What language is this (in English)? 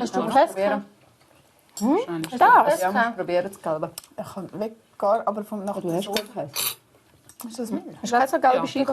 Swiss German